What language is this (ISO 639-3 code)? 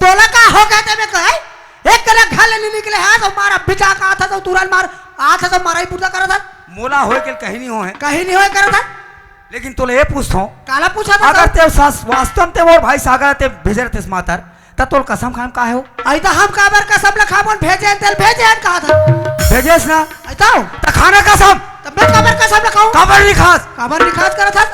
hne